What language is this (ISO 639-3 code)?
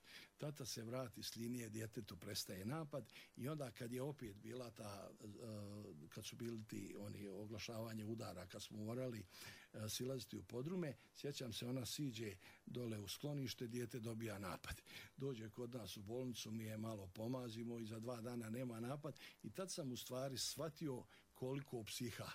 bos